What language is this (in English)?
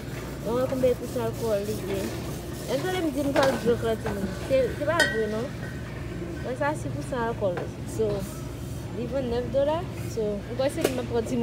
Haitian Creole